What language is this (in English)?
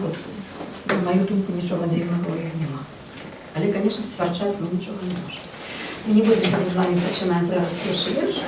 Belarusian